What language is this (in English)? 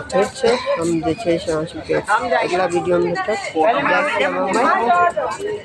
Maithili